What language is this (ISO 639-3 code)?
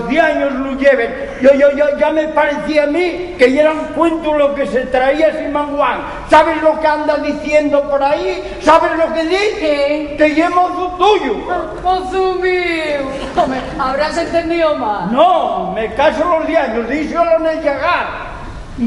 ast